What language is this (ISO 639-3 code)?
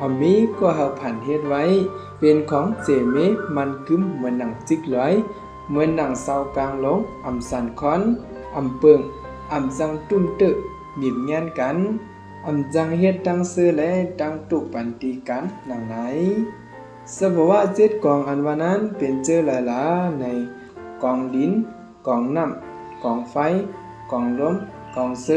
shn